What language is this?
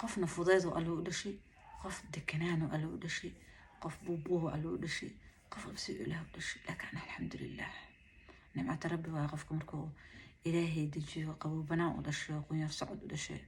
Somali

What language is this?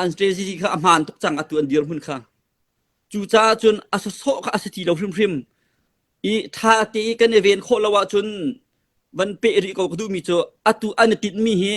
Hakha Chin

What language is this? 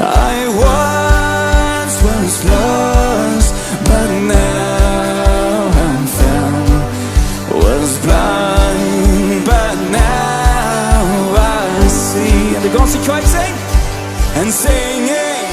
Plautdietsch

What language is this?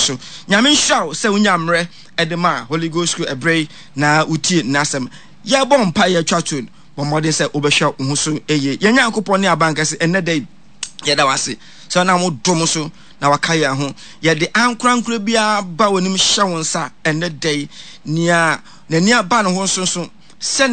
Akan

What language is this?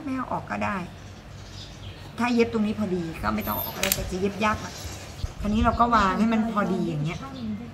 Thai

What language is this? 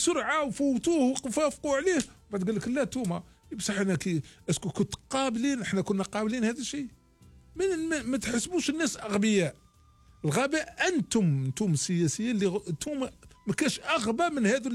Algerian Arabic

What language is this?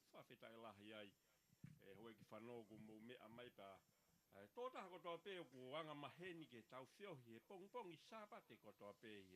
Tongan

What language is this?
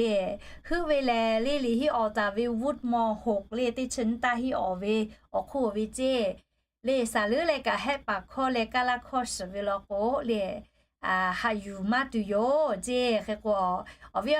Lahu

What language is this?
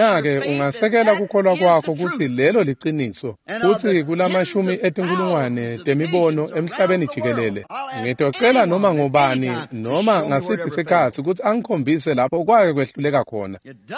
Swati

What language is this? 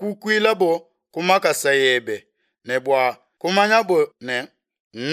Luba-Lulua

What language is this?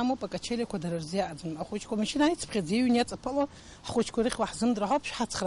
Abkhazian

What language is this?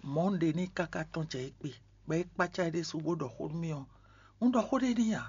Fon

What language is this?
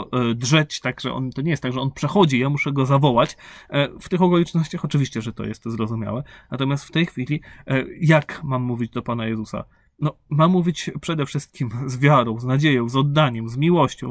Polish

